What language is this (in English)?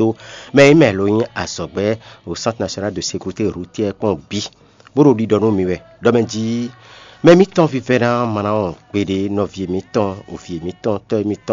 Fon